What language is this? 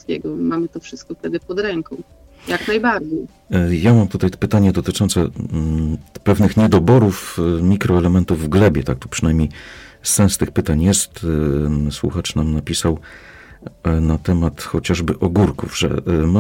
Polish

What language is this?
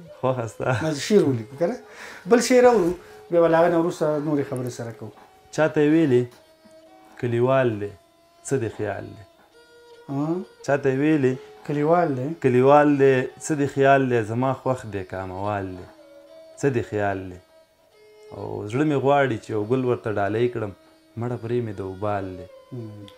Pashto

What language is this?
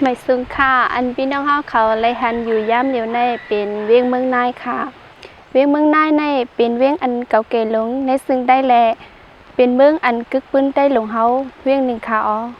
Shan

